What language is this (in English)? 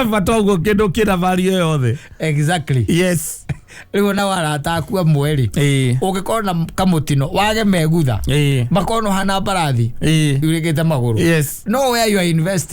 Kikuyu